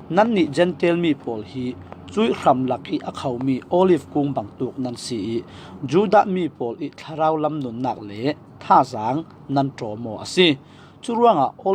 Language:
Falam Chin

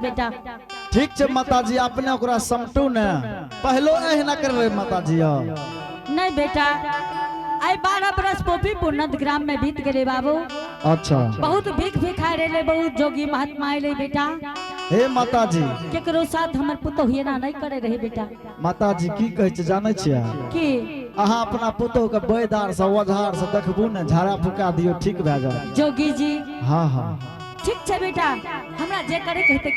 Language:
Angika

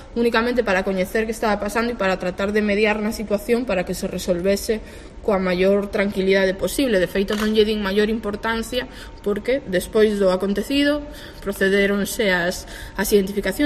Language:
Galician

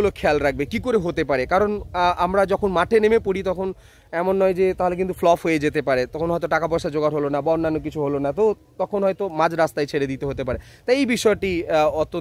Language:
Bangla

